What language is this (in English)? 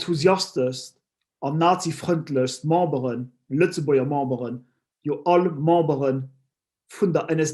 Luxembourgish